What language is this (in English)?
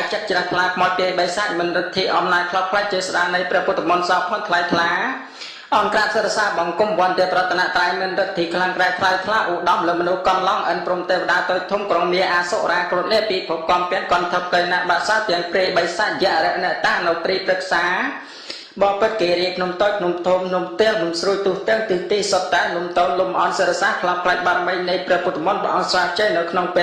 Khmer